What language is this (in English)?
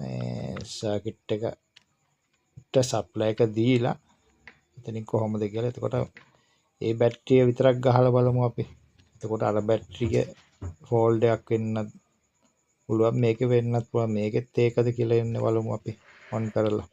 Sinhala